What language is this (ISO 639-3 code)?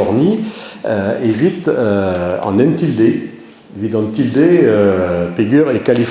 bre